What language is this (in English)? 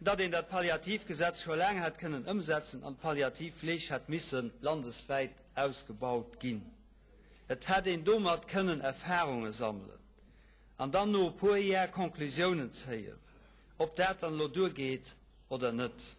Luxembourgish